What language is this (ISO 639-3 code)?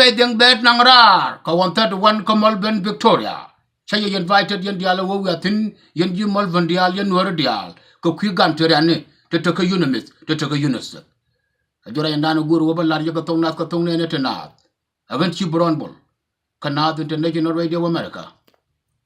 nus